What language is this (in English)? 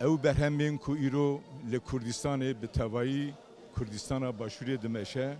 Kurdish